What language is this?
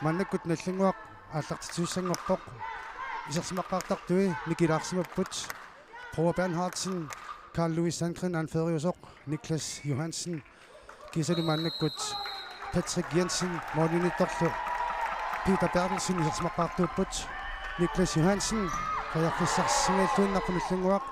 Kalaallisut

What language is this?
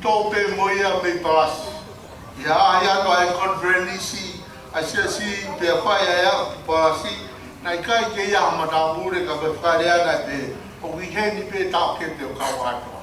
Tongan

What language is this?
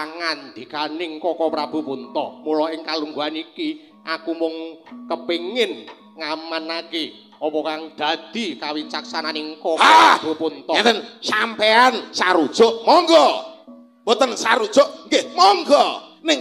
Javanese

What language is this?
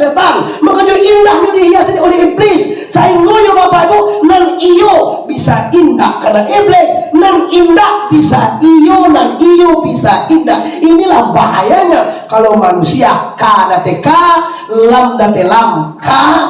Minangkabau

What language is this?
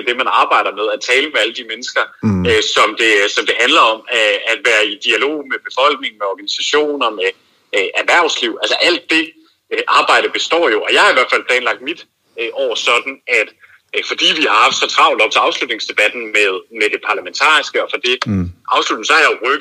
Danish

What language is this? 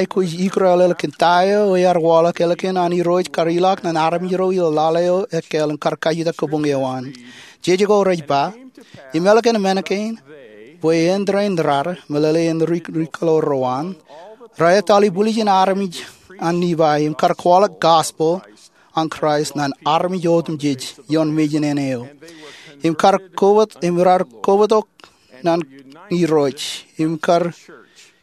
Marshallese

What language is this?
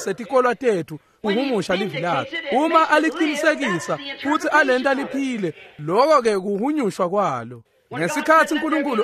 Swati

